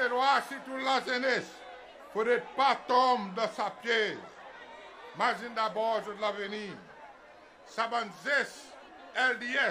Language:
Seselwa Creole French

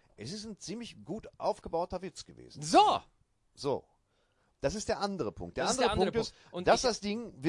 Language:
German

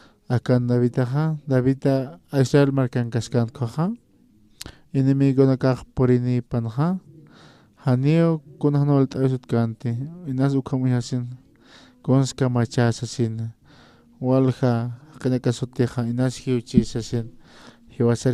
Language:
Aymara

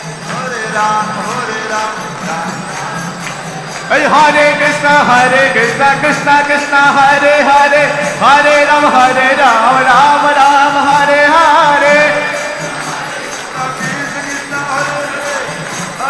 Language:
Bangla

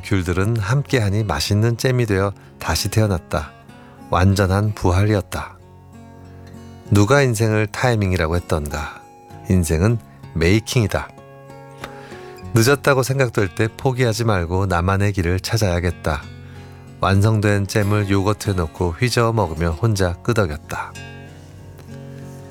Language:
Korean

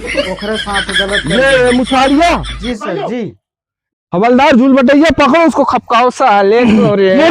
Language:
Chhattisgarhi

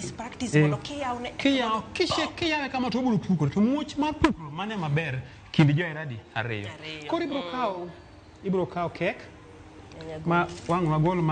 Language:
Luo (Kenya and Tanzania)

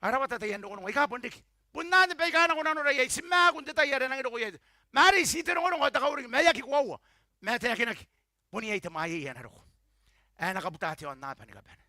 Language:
Gilbertese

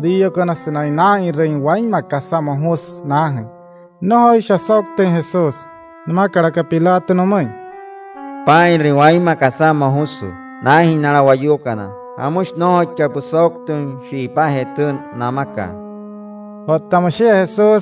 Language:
Wayuu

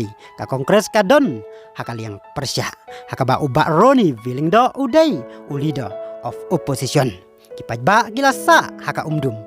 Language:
Khasi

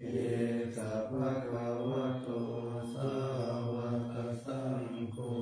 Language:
Pali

